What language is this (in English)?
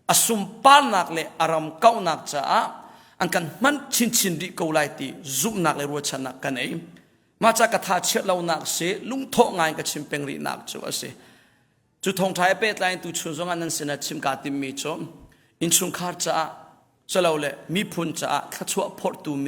Hakha Chin